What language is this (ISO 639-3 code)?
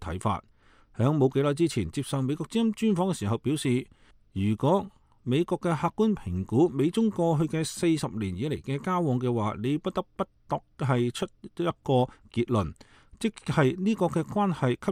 yue